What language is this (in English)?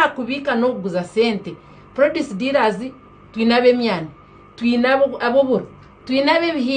Nyankole